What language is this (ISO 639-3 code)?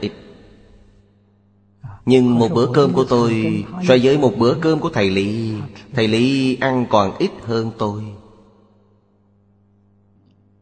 vie